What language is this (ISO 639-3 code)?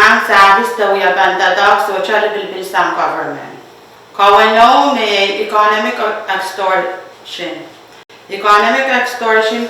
pon